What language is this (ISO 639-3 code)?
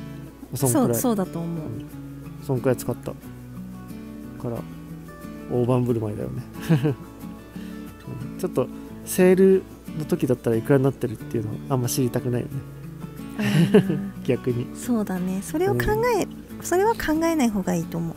jpn